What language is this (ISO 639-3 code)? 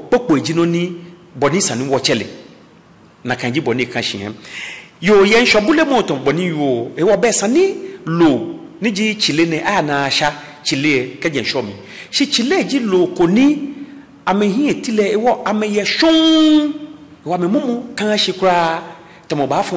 gaa